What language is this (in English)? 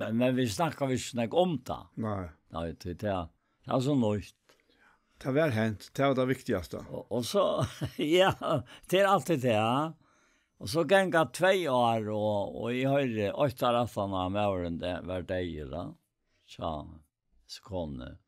Faroese